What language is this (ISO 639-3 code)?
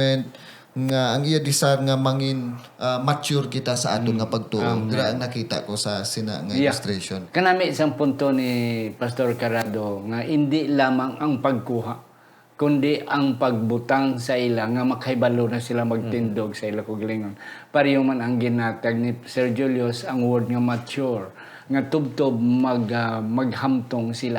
hil